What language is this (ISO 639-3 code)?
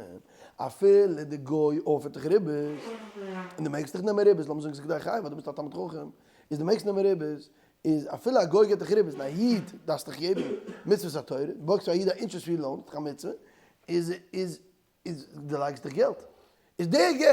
yid